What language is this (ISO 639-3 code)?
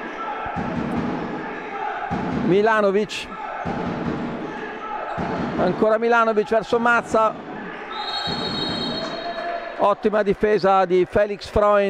ita